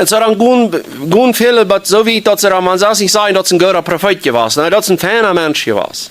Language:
Plautdietsch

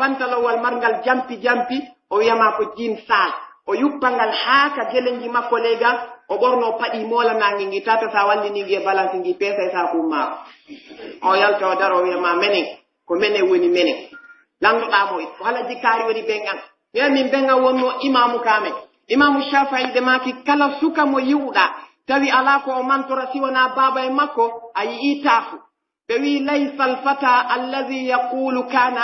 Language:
Pular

